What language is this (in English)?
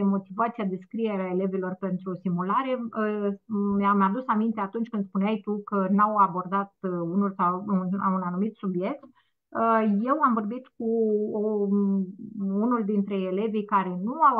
Romanian